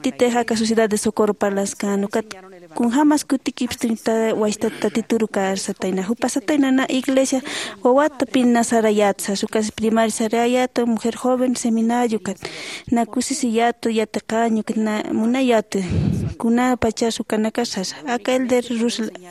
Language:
Aymara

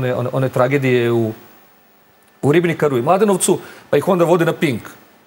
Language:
Serbian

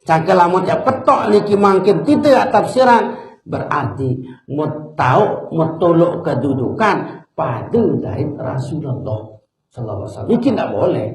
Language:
Sasak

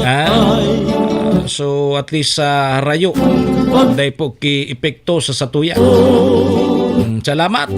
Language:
Bikol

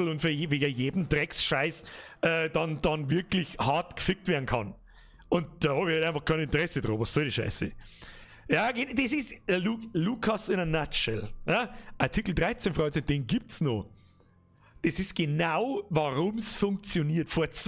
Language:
Bavarian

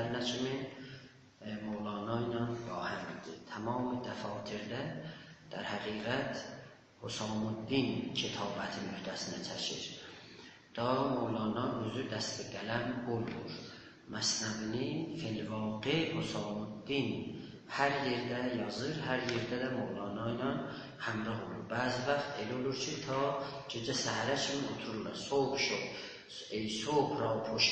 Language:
South Azerbaijani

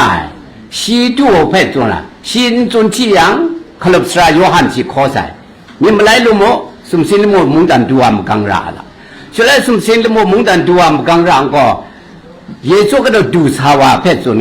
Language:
Kachin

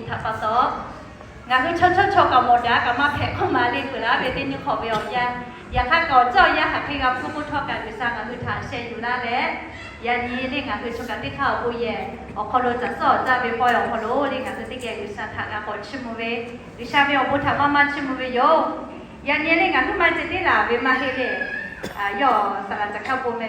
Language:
Lahu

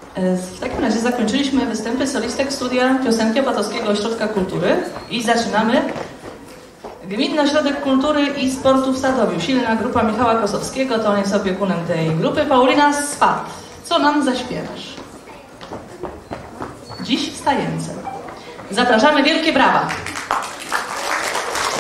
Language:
Polish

